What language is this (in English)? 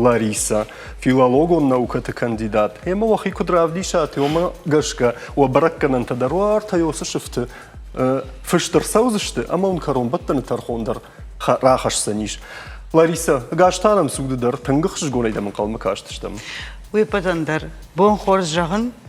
Ossetic